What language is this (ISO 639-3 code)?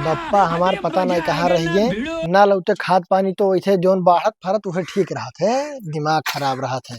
awa